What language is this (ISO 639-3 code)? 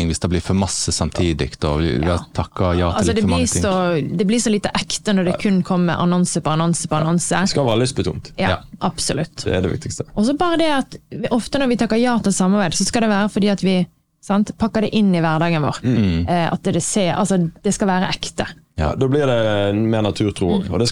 nor